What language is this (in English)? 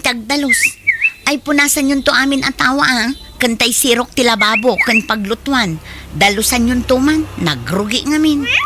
Iloko